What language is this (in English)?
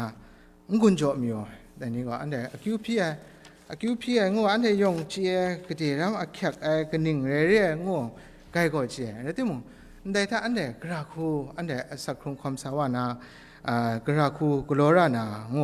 Kachin